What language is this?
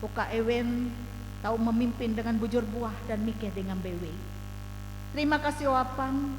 Ngaju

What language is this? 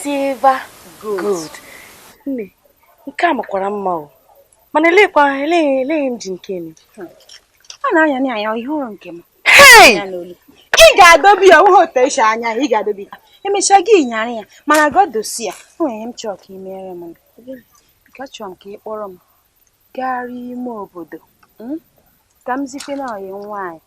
Igbo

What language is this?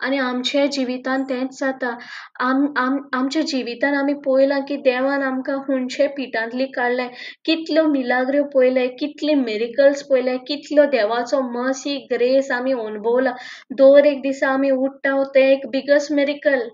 Konkani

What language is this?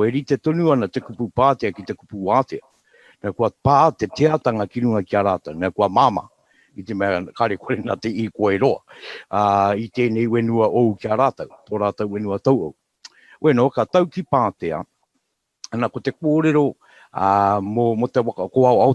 Māori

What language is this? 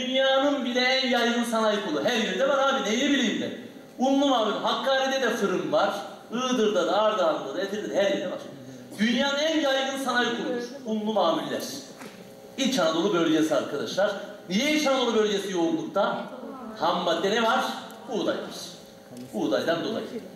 Turkish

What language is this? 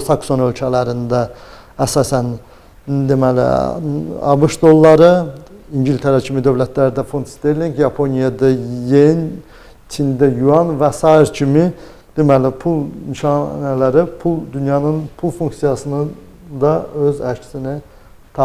Azerbaijani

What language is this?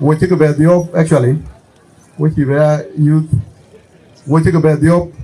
Dinka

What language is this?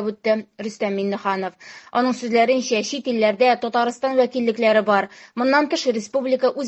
Tatar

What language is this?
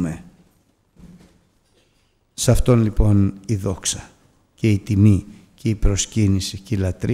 Greek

